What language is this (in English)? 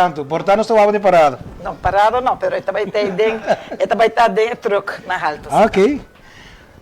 Papiamento